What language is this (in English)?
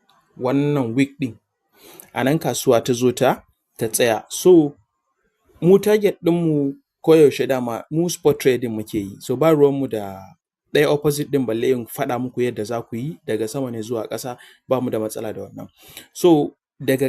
Hausa